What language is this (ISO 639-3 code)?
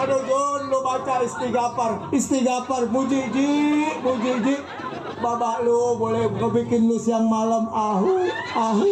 bew